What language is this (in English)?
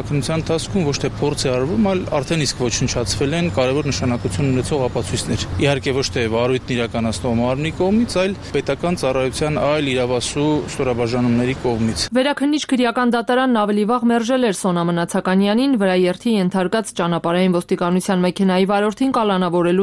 Armenian